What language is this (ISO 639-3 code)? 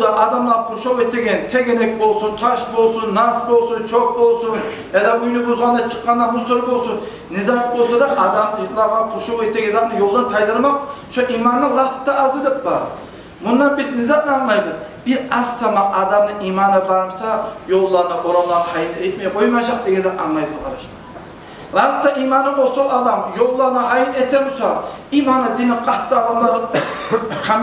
kum